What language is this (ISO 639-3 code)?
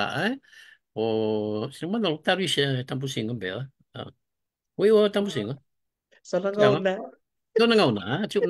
fij